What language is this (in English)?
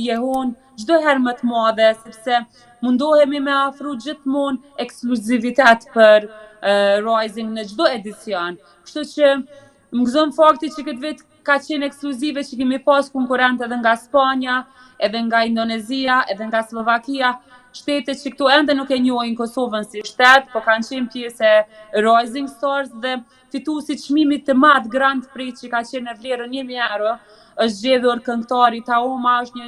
Albanian